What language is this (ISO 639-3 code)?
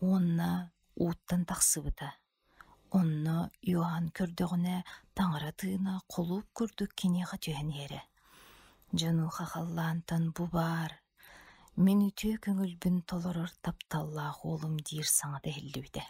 sah